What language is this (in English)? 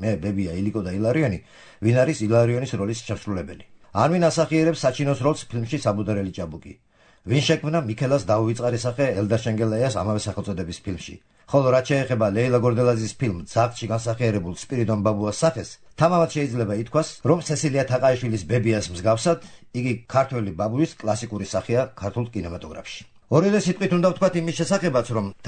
Georgian